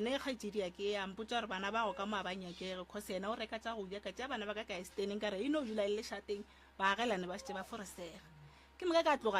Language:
Northern Sotho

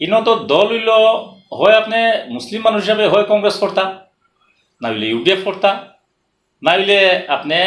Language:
Sylheti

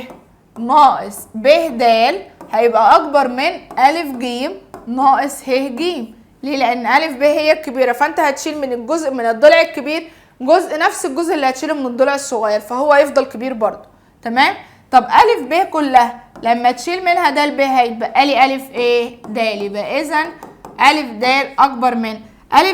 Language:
Egyptian Arabic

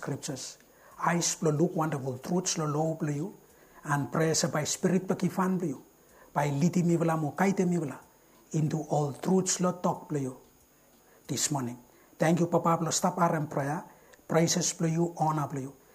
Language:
Bislama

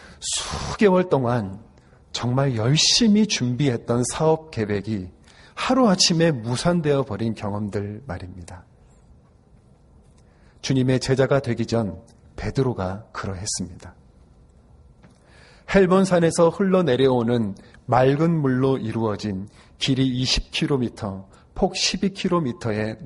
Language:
Korean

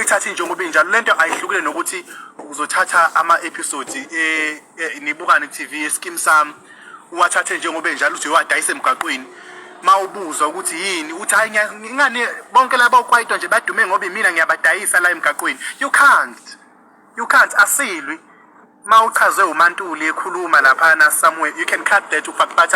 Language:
Zulu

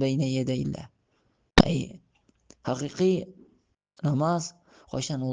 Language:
Tatar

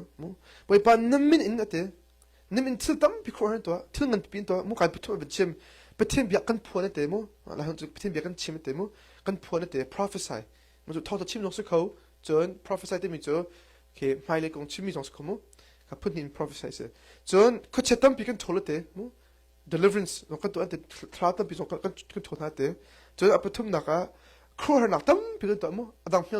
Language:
Hakha Chin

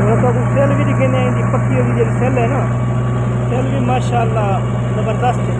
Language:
Saraiki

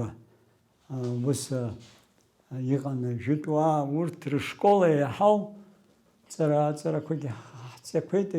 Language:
Abkhazian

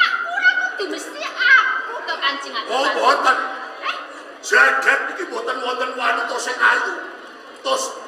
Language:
Javanese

